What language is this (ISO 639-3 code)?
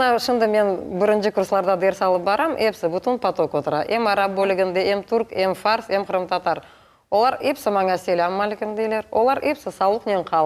crh